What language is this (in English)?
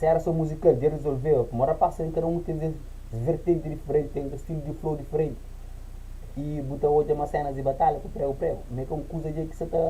Kabuverdianu